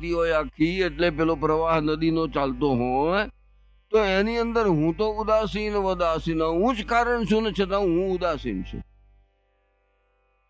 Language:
Gujarati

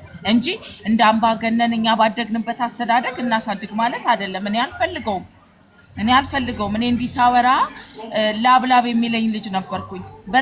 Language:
Amharic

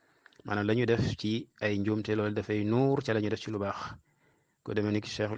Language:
Wolof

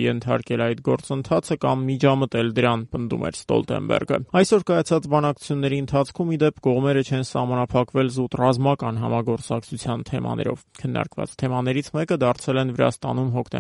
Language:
Armenian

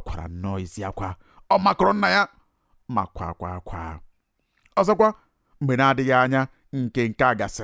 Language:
Igbo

